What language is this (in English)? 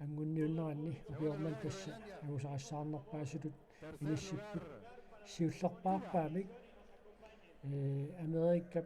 Kalaallisut